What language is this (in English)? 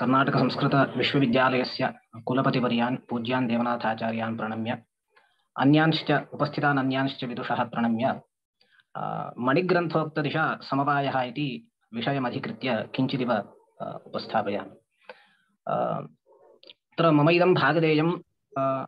Sanskrit